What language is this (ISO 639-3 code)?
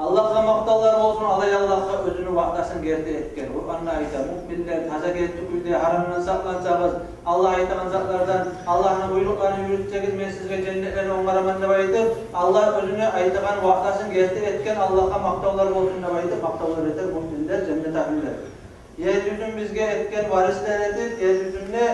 kum